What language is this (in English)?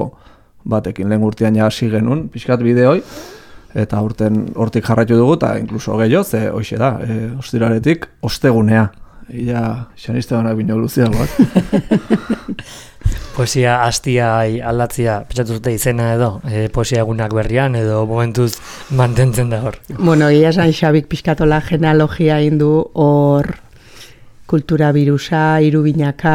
Basque